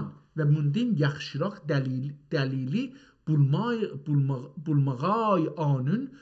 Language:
South Azerbaijani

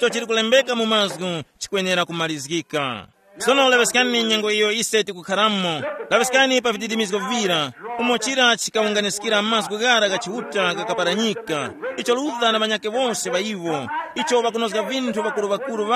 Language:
Tumbuka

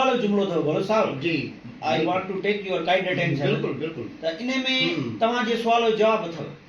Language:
Sindhi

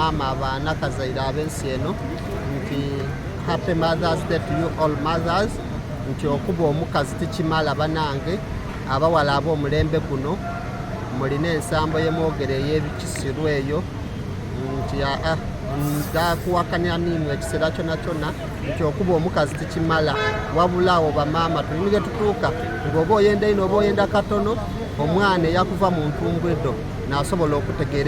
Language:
Soga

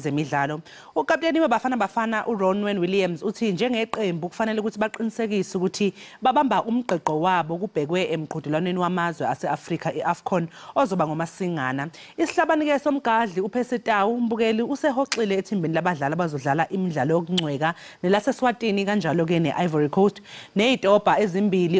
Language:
Zulu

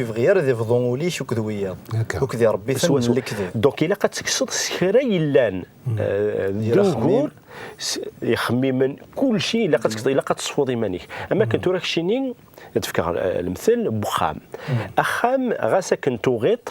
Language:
Kabyle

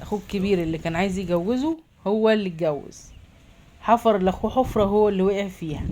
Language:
Egyptian Arabic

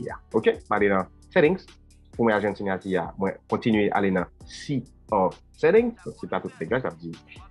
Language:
Haitian Creole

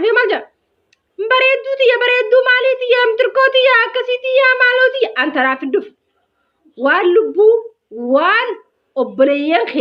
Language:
Oromo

